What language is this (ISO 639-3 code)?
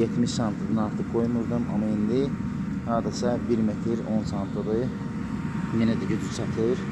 aze